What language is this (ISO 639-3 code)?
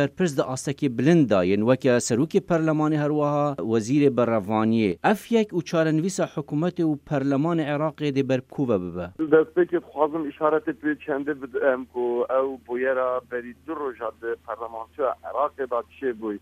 kur